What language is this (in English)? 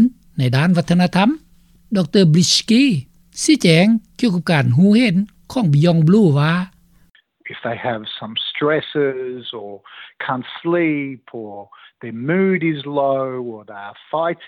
Lao